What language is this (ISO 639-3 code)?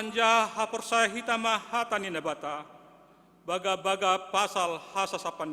bts